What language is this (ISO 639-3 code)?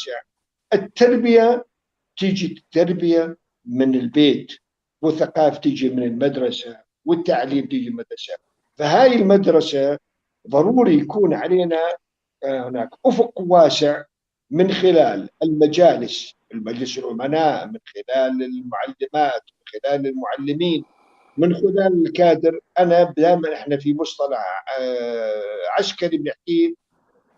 apc